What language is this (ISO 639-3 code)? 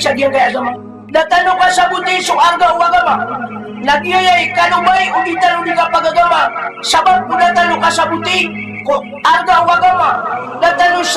mrw